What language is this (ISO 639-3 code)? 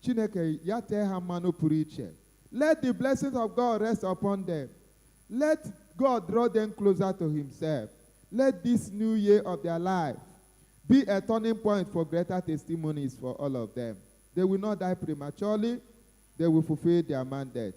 ibo